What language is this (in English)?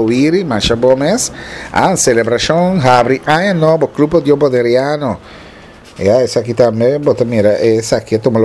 Papiamento